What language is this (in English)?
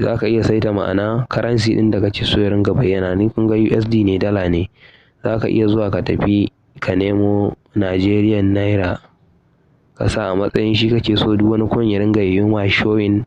Hausa